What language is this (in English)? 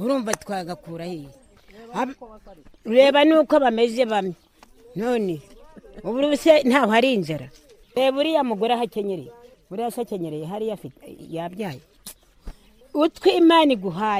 Kinyarwanda